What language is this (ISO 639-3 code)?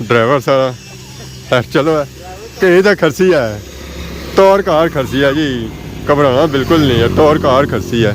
phr